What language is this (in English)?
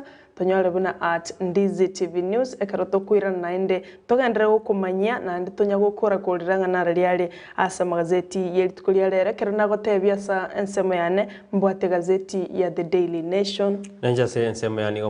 Gusii